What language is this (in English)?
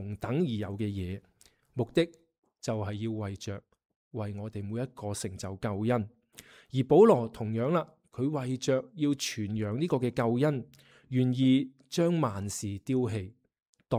Cantonese